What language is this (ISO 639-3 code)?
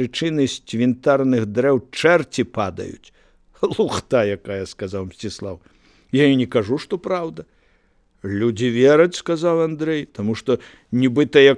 bel